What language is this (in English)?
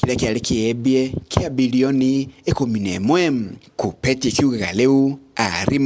Meru